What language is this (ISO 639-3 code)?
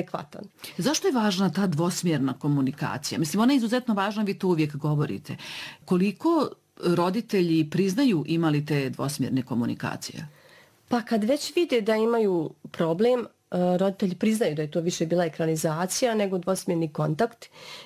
bos